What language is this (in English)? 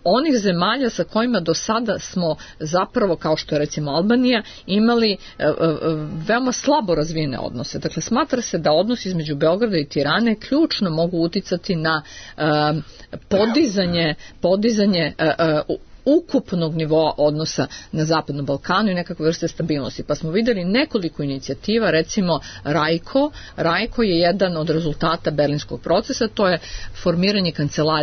Serbian